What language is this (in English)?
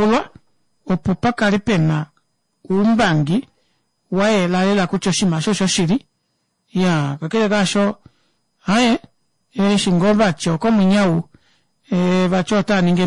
Kuanyama